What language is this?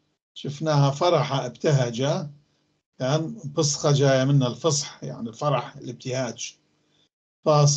North Levantine Arabic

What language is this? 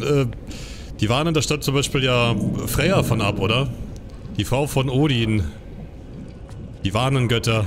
German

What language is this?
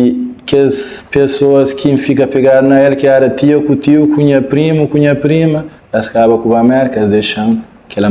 Kabuverdianu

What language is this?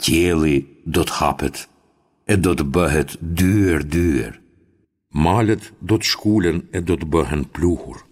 Albanian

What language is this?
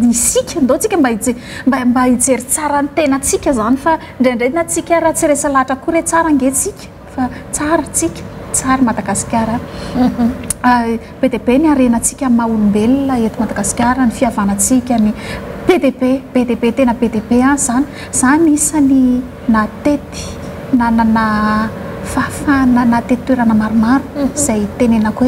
Malagasy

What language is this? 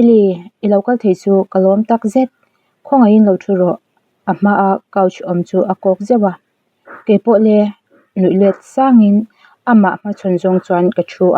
Mizo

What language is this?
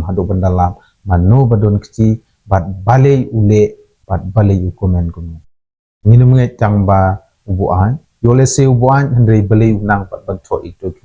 Khasi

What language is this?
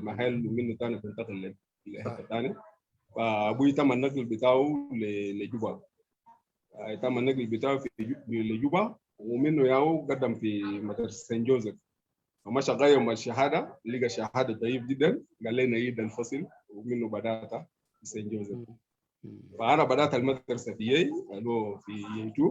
Sudanese Arabic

